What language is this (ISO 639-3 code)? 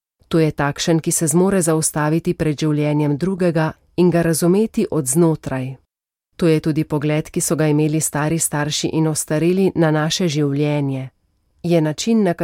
slv